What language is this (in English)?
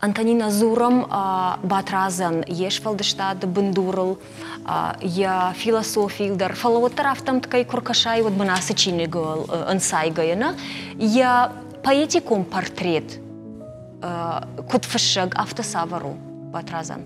Ossetic